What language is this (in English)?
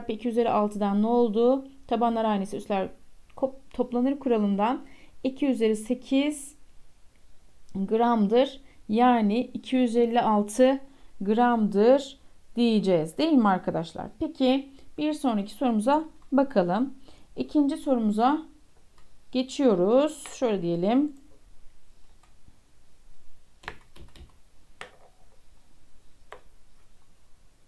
Turkish